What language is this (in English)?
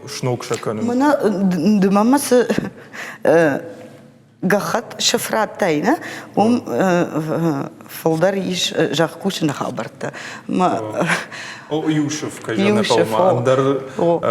Ossetic